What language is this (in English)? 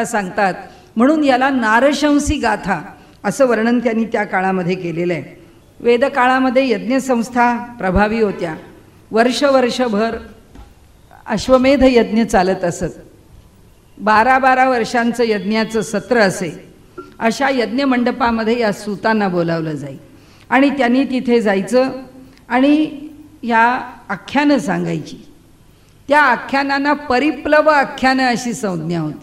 Marathi